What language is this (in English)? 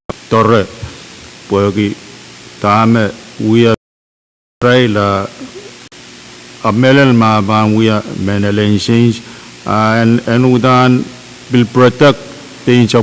Pohnpeian